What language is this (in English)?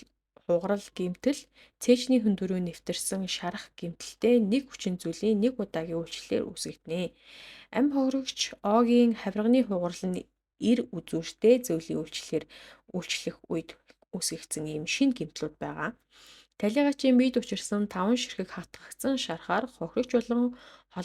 Mongolian